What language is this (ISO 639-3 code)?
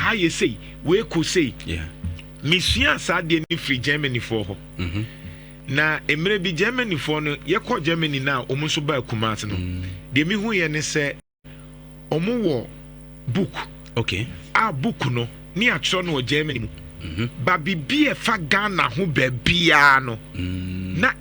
aka